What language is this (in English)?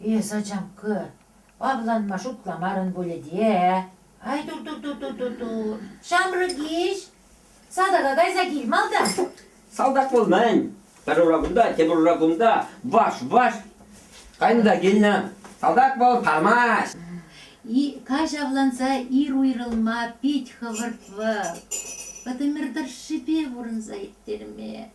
Chuvash